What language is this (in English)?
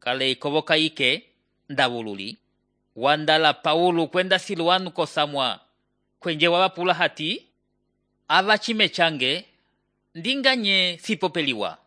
Umbundu